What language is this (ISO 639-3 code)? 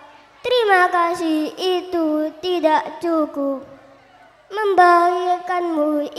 ind